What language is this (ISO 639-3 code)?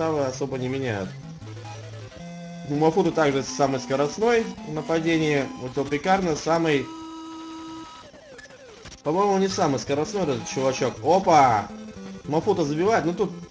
rus